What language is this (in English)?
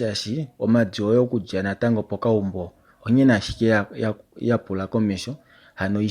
Kuanyama